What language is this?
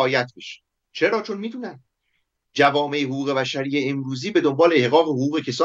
Persian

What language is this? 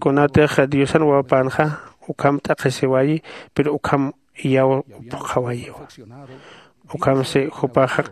Aymara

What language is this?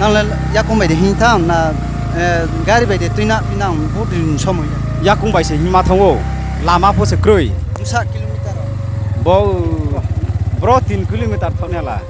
Riang (India)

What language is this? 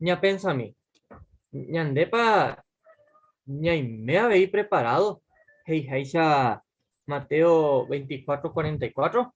Guarani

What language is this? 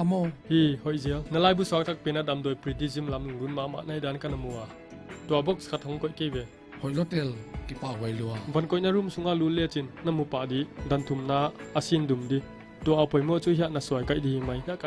Paite Chin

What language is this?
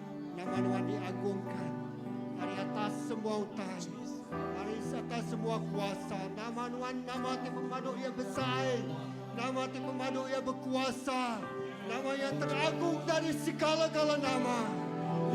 Iban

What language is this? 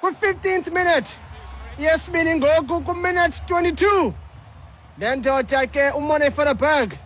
Xhosa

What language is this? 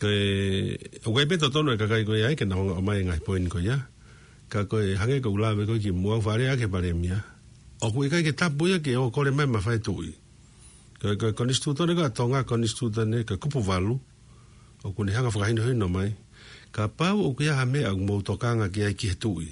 Tongan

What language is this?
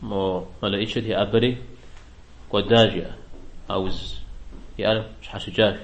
Kabardian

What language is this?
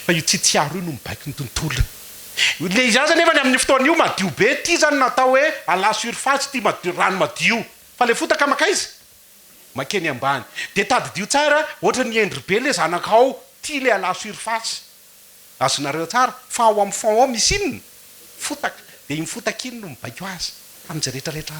Malagasy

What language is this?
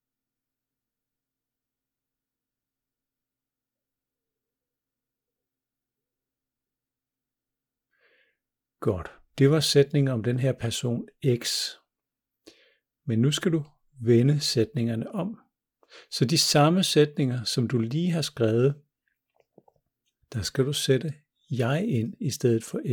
Danish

